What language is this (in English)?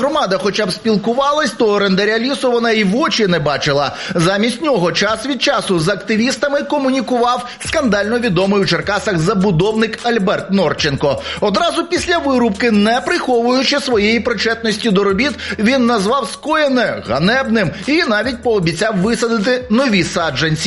Ukrainian